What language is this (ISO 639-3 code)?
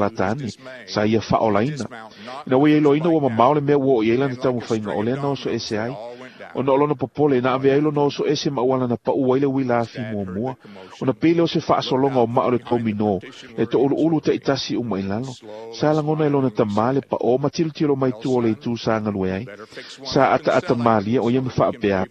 smo